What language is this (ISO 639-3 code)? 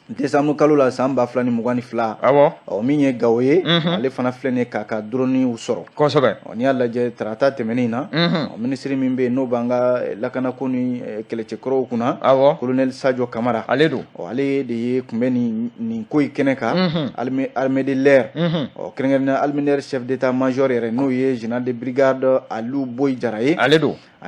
bam